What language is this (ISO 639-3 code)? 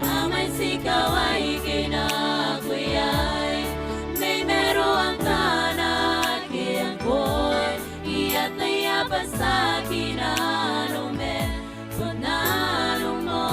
gil